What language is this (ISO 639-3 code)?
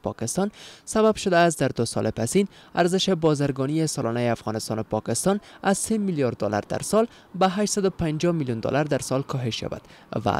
fas